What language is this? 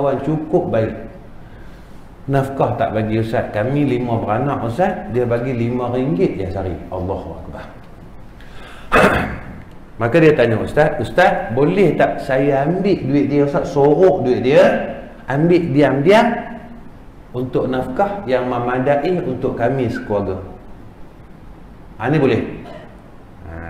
Malay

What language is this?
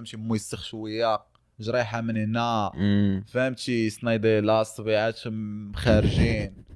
Moroccan Arabic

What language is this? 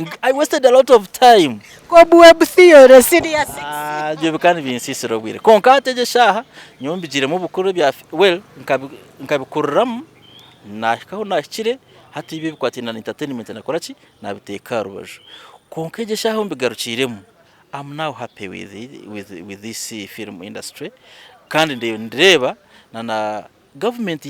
Nyankole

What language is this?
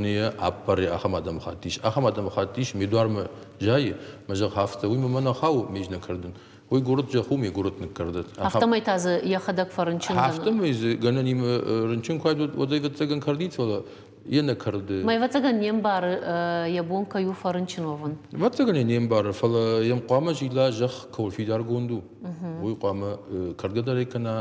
Ossetic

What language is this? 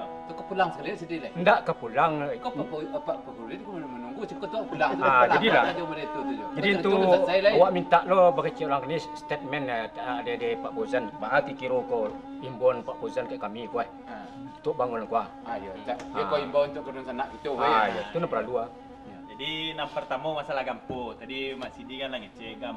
Minangkabau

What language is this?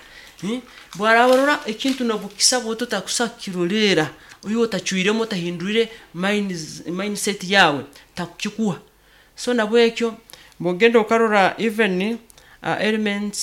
Nyoro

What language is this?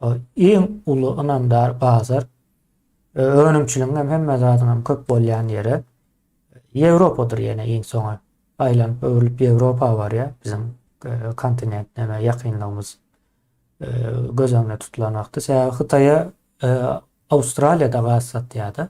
Turkmen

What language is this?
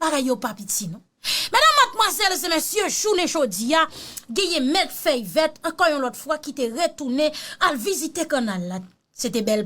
Haitian Creole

